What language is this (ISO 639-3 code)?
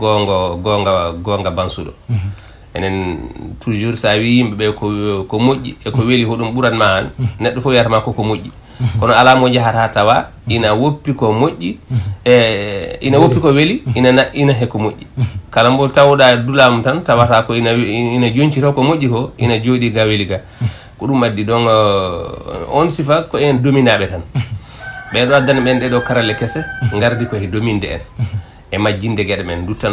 ful